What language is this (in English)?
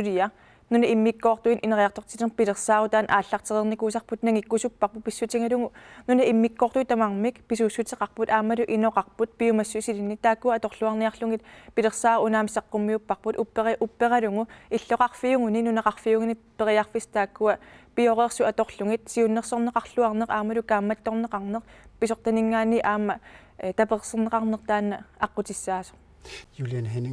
Kalaallisut